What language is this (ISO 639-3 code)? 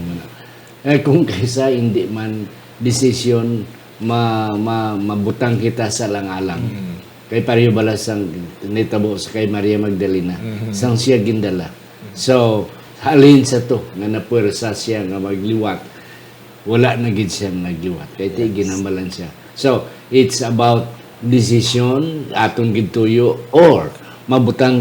hil